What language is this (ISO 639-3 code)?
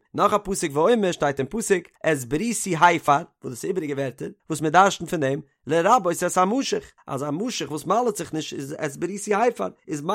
yid